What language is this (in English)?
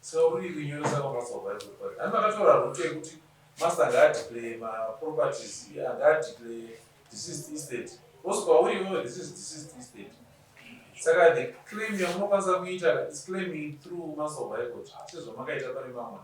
Shona